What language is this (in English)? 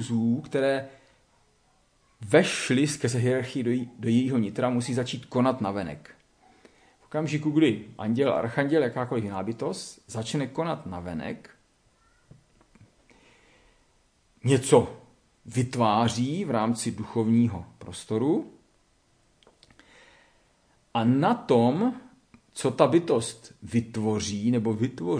Czech